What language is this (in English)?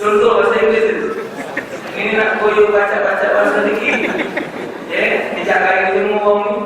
Musi